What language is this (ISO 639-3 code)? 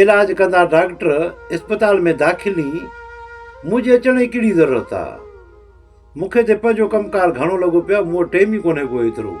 snd